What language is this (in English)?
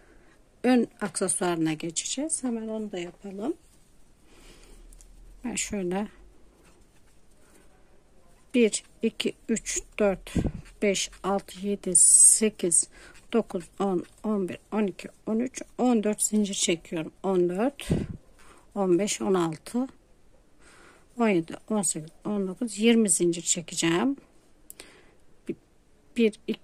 Turkish